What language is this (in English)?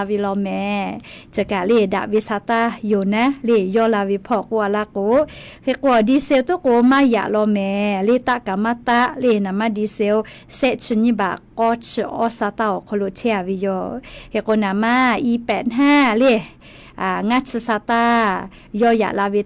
Lahu